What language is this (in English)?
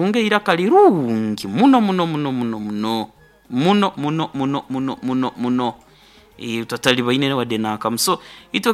Nyoro